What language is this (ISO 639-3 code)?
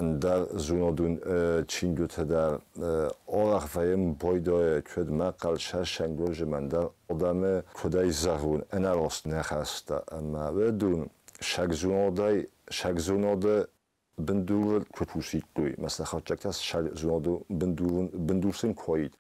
oss